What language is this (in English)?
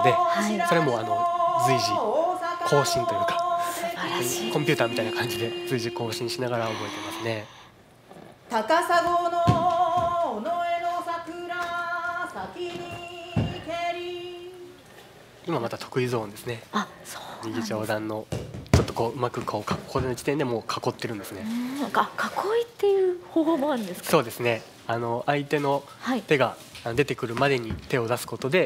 Japanese